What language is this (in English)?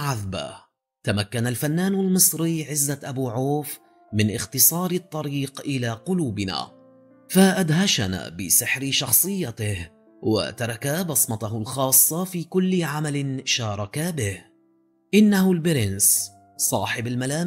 Arabic